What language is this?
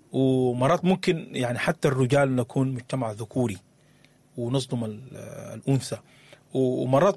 Sudanese Arabic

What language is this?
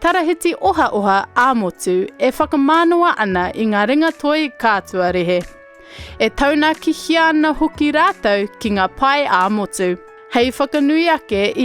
Māori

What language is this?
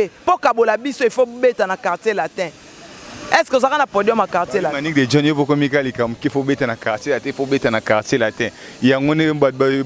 Lingala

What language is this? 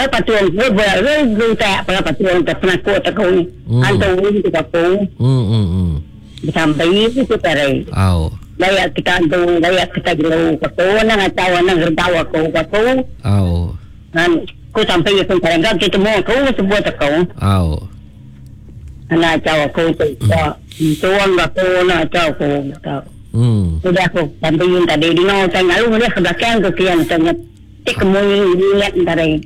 Iban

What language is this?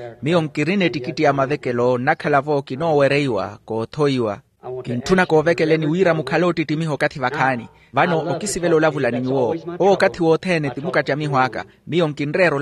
Makhuwa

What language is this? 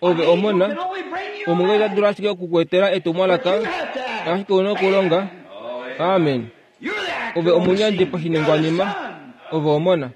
Kuanyama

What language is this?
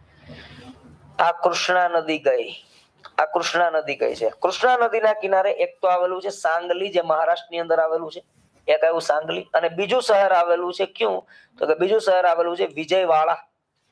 Gujarati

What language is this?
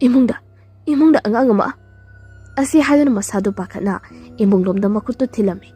Manipuri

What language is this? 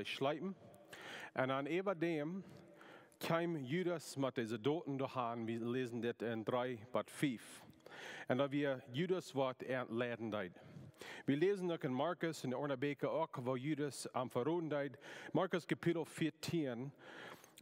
Plautdietsch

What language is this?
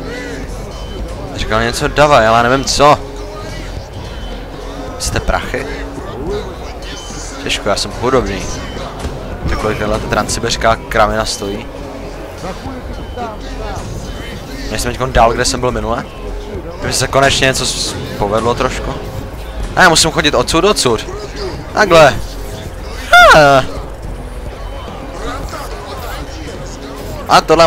Czech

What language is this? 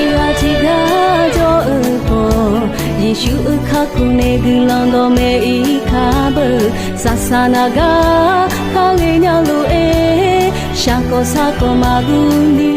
Akha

